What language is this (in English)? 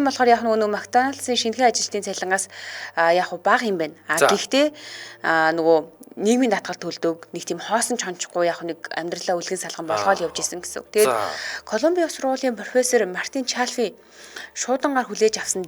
Mongolian